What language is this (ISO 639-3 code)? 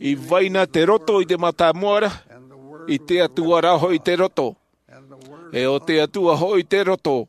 tah